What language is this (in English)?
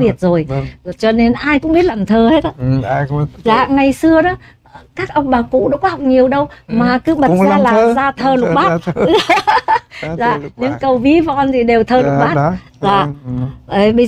Vietnamese